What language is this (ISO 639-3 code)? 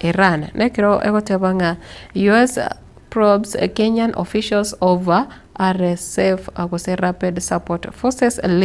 guz